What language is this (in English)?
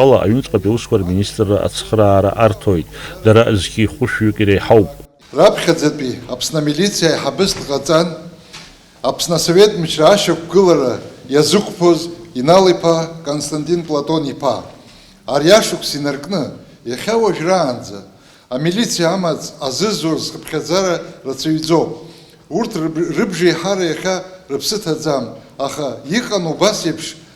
Abkhazian